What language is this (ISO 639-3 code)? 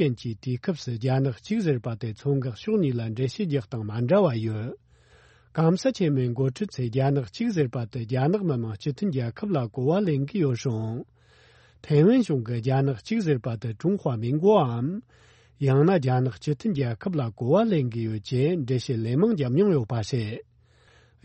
bod